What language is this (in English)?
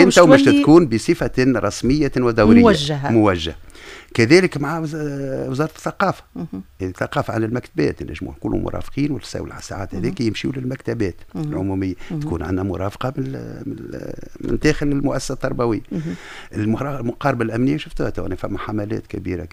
Tunisian Arabic